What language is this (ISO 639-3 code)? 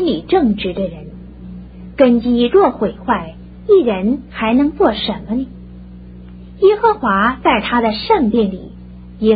zho